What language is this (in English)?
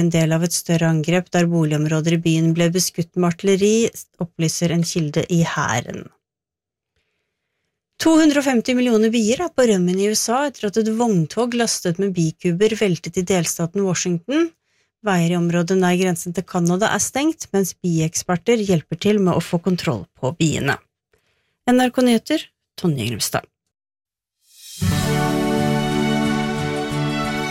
Norwegian